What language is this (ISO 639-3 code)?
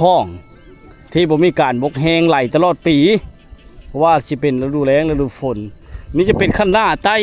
lao